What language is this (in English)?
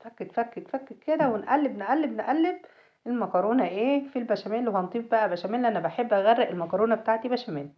Egyptian Arabic